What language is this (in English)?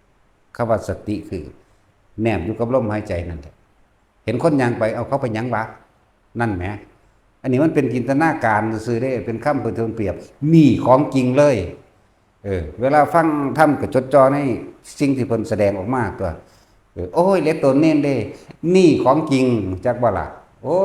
Northeastern Thai